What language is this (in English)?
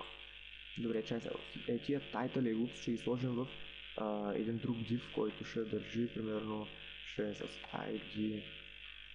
Bulgarian